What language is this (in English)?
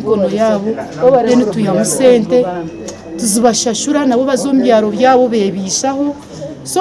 Nyankole